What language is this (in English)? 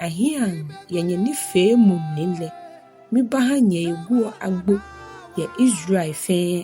Ga